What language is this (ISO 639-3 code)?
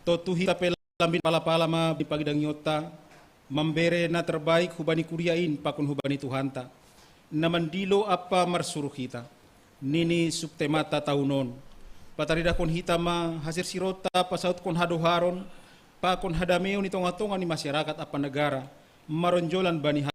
bts